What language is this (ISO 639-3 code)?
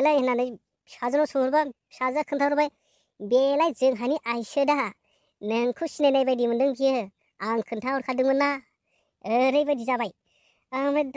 brx